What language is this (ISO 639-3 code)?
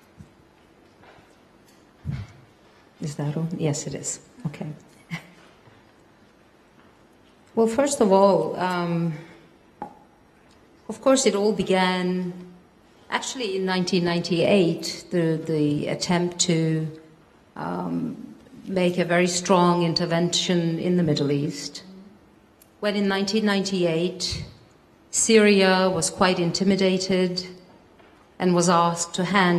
eng